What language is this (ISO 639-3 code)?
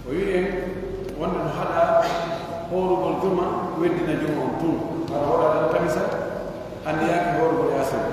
fuf